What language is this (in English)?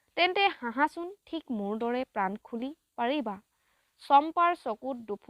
Assamese